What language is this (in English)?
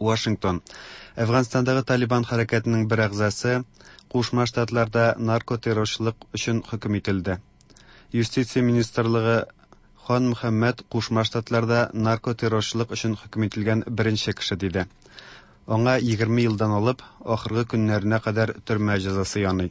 Tatar